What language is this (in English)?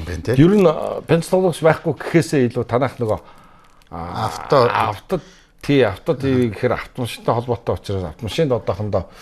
Mongolian